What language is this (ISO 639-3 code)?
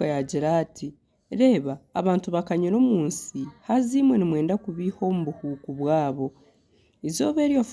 nyn